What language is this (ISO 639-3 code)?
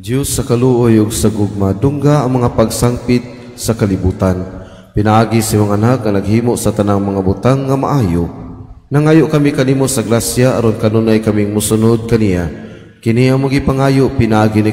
ceb